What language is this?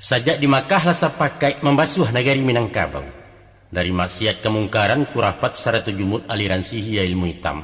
Minangkabau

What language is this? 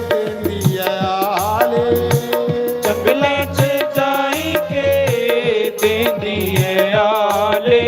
Dogri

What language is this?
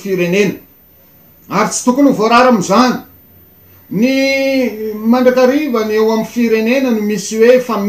Malagasy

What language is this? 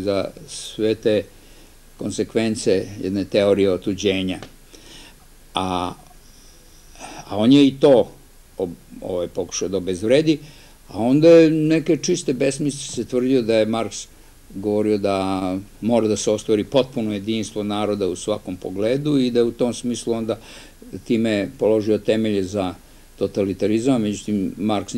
Serbian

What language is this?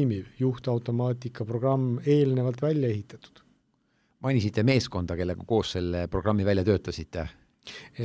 Estonian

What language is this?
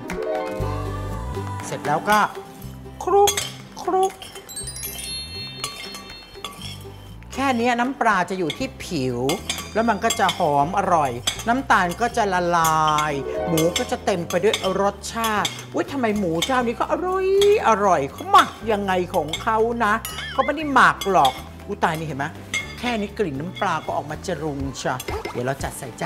Thai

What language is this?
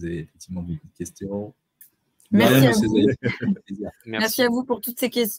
French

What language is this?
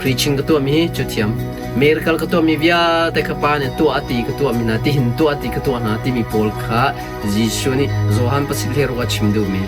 Hakha Chin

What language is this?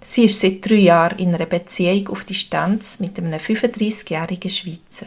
Swiss German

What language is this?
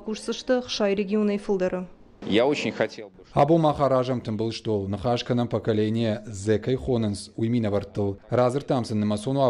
Ossetic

